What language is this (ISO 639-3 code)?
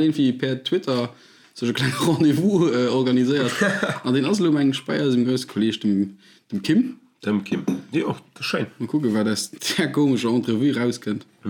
ltz